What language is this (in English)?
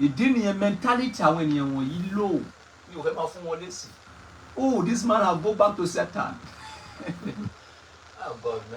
Yoruba